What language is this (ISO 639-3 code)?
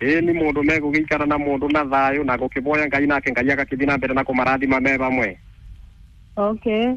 kik